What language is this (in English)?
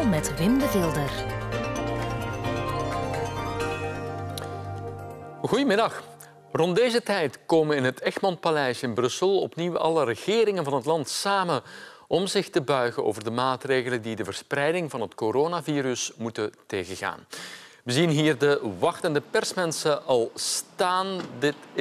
Dutch